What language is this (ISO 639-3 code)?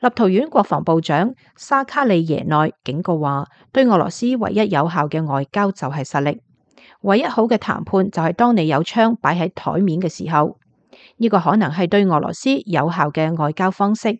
yue